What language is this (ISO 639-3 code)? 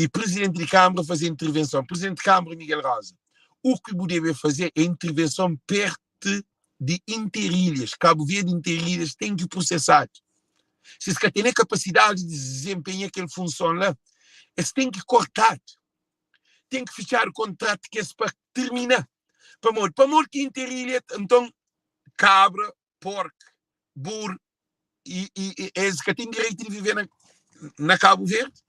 kea